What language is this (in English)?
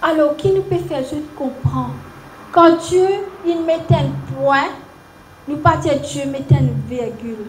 Morisyen